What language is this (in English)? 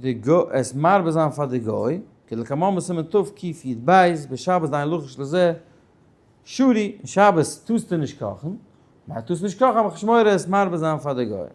Yiddish